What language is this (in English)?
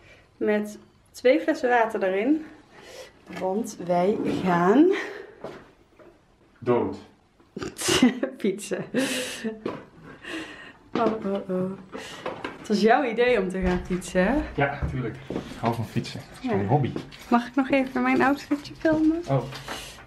Dutch